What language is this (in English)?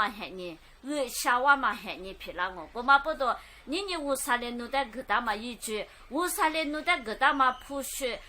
Lisu